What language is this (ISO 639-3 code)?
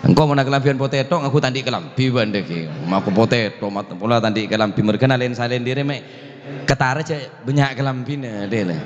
mad